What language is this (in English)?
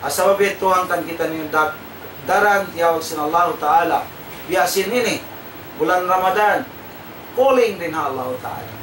Tausug